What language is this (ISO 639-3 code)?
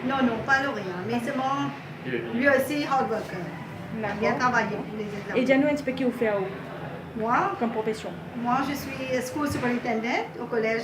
mfe